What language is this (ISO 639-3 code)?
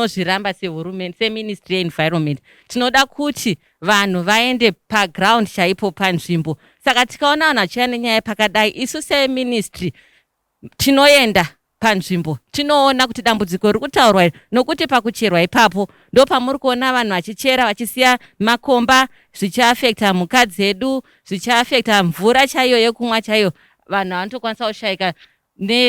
sna